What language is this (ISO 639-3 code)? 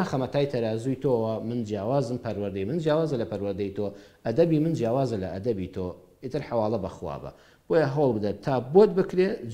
ckb